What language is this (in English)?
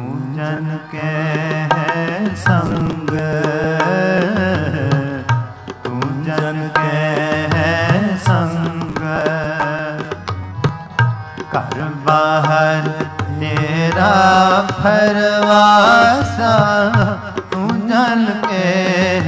Punjabi